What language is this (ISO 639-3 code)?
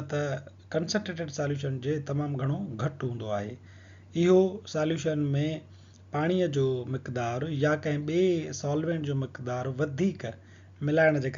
snd